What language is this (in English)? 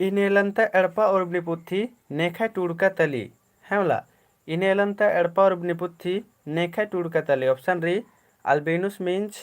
Kurukh